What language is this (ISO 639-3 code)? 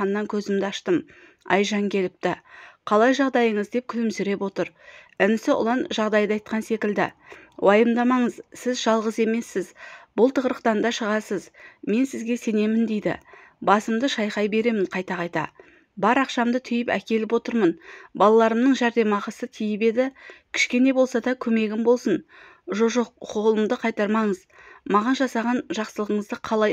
kaz